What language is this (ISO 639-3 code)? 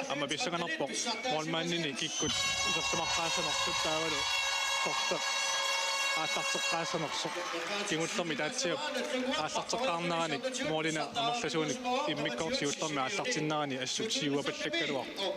kal